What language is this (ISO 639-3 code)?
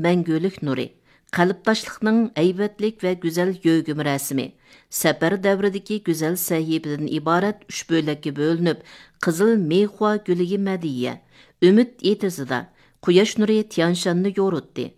uig